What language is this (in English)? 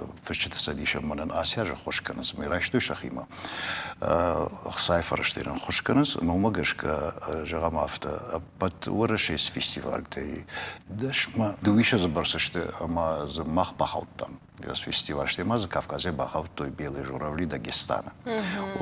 Ossetic